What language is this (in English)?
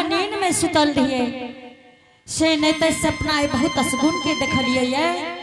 Angika